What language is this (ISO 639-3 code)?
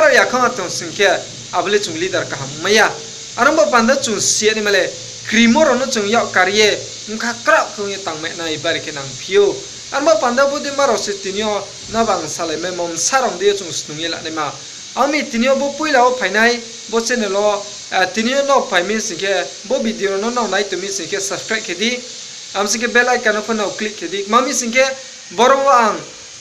ria